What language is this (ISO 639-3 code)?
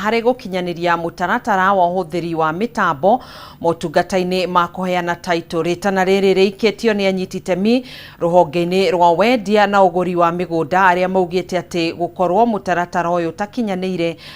kik